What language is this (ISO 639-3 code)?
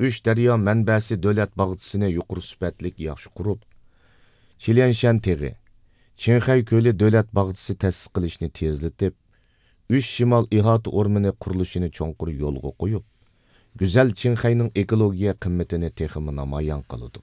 uig